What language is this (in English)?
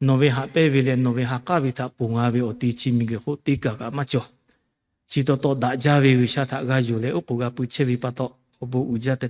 Lahu